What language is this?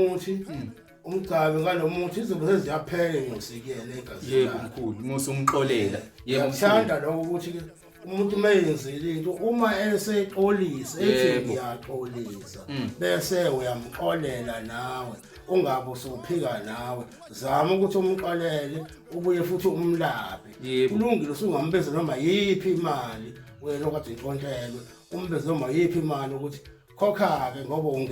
Zulu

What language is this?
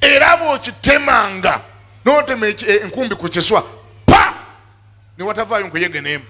Ganda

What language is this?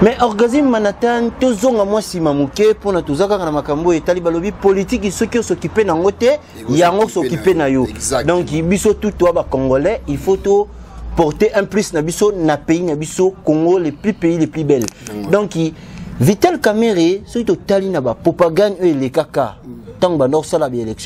Lingala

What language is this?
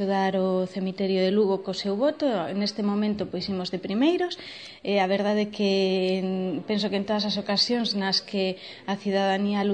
Galician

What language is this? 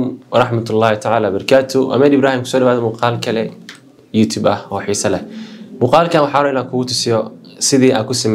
Somali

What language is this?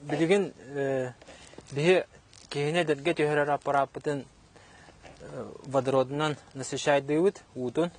Yakut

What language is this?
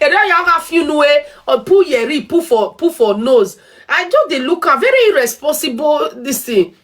Nigerian Pidgin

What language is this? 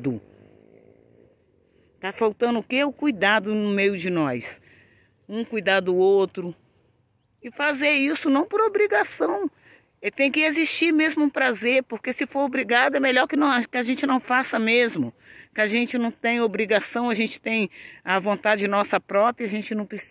Portuguese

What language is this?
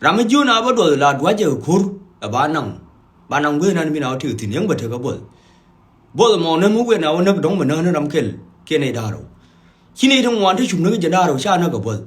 Nuer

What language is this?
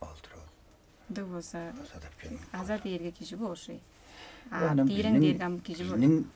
Tuvinian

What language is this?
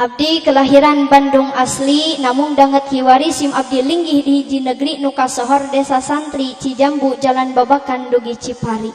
Sundanese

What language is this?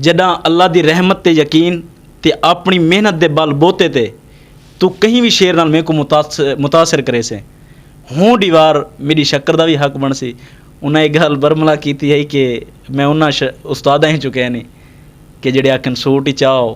Saraiki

